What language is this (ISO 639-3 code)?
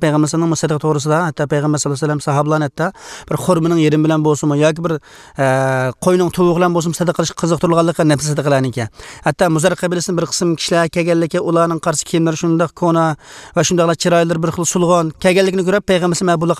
uig